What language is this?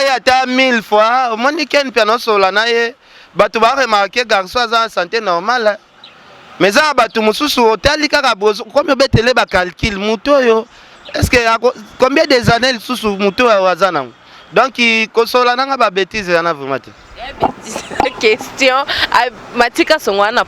Lingala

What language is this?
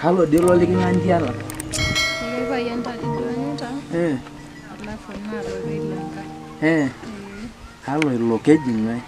Masai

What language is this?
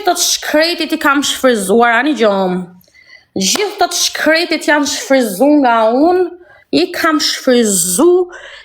Albanian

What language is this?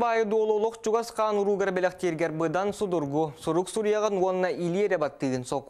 Yakut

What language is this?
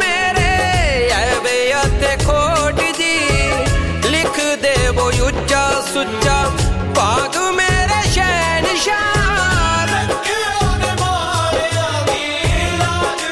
Punjabi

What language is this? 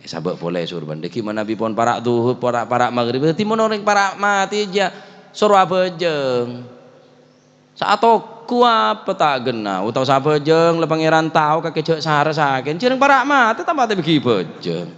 Madurese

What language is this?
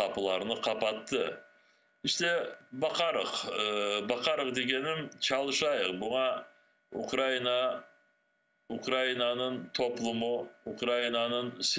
Crimean Tatar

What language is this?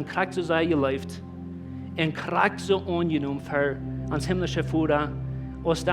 Plautdietsch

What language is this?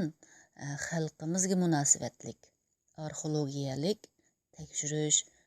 Uyghur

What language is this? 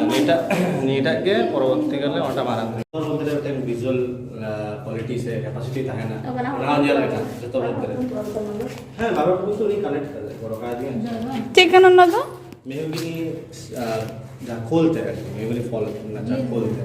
Santali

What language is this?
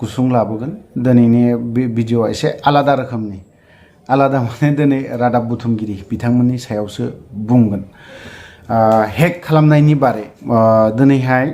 Bodo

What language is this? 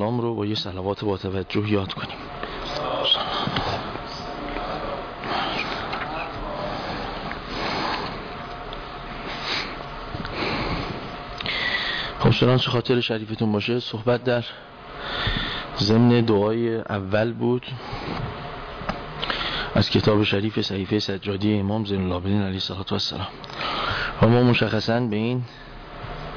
Persian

